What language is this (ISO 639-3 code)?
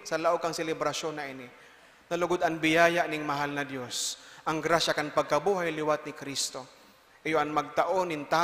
bik